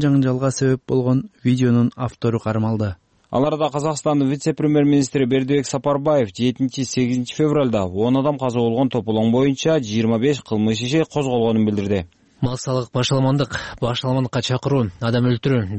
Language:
Kyrgyz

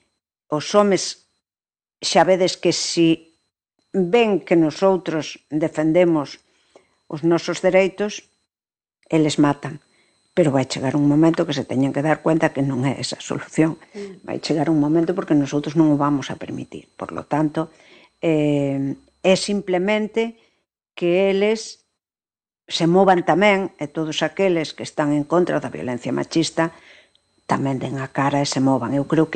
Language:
Galician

